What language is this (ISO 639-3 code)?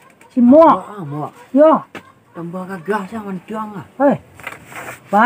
min